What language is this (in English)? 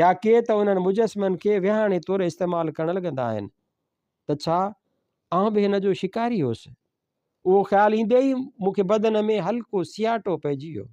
Sindhi